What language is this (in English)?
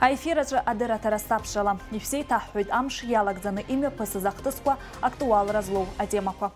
Abkhazian